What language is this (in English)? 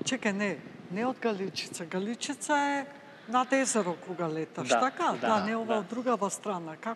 Macedonian